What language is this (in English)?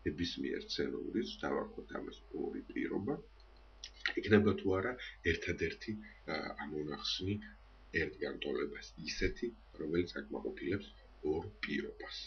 Georgian